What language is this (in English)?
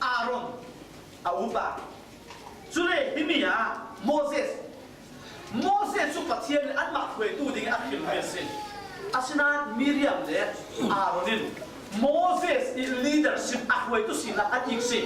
Falam Chin